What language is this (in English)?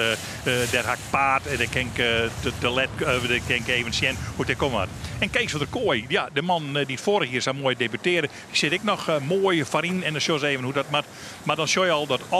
Western Frisian